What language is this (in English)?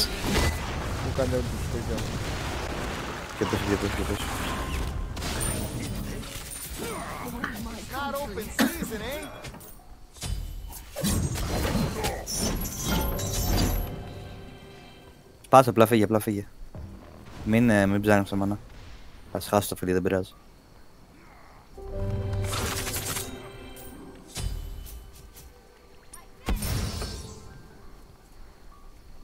Greek